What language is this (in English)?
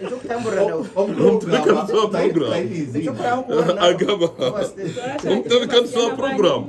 Nyankole